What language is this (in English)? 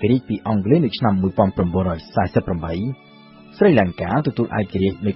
Khmer